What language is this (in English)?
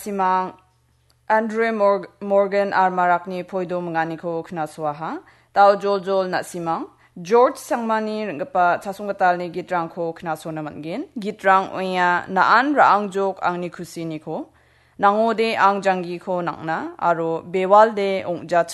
Garo